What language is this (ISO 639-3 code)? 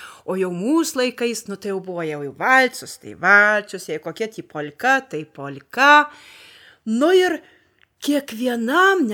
lit